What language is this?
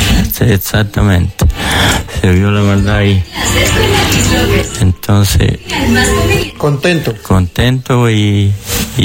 Spanish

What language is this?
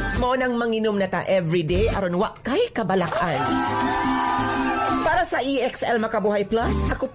Cebuano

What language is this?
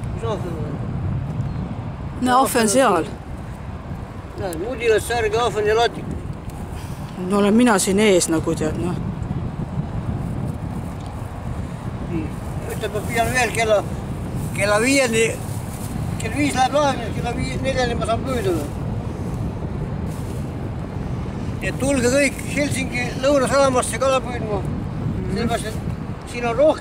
Estonian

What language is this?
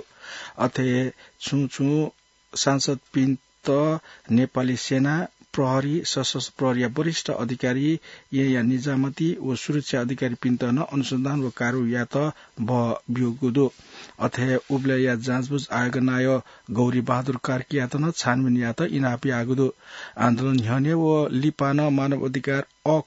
Newari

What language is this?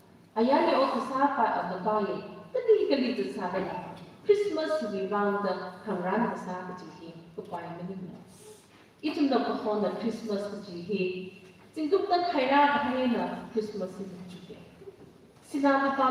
Tangkhul Naga (India)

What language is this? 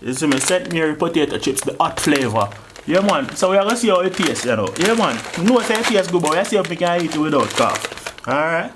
Jamaican Creole English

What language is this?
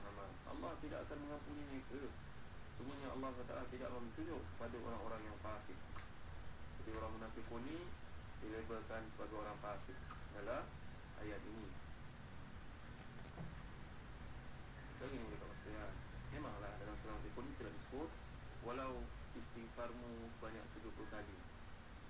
Malay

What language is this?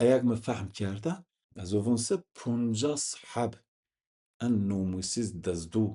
Zaza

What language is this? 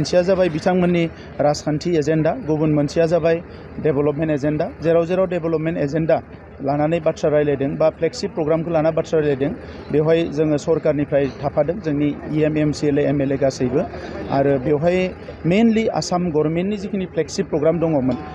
Bodo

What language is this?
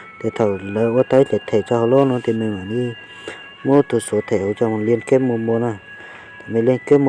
Hmong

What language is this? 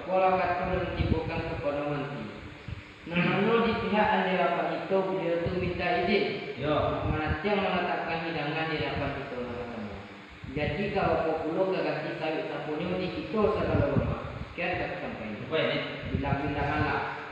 Minangkabau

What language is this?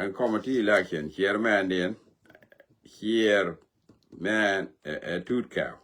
Nuer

